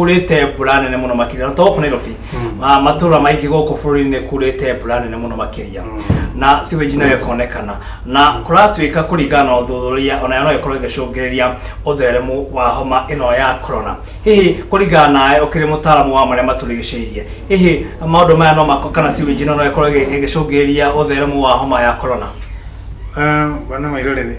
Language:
Kikuyu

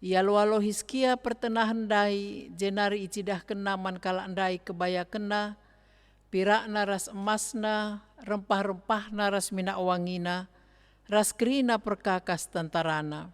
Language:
Batak Karo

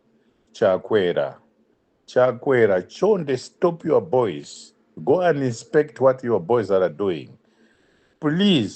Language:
English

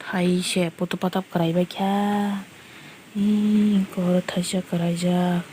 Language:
Kok Borok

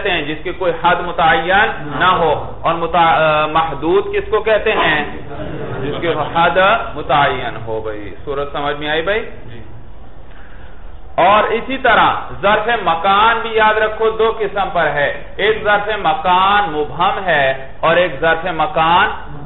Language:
Urdu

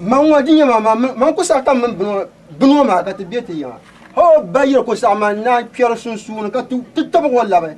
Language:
Dagbani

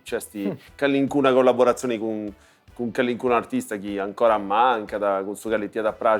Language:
Sardinian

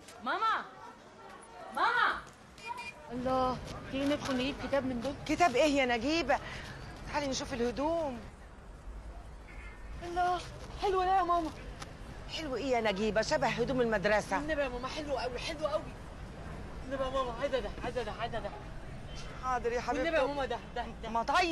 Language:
Egyptian Arabic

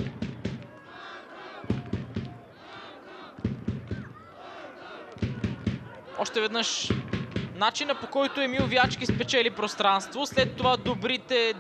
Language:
Bulgarian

